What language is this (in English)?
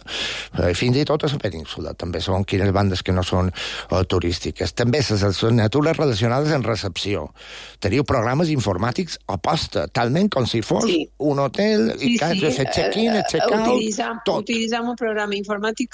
Catalan